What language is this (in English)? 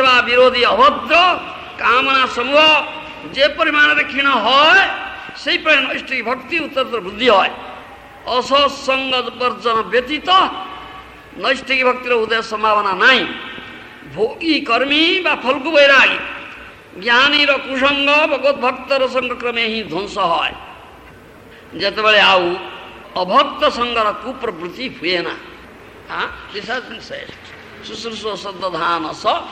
Odia